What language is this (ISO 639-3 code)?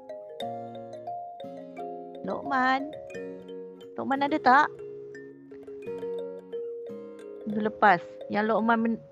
msa